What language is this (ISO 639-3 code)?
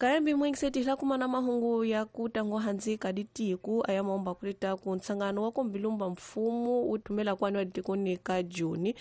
tso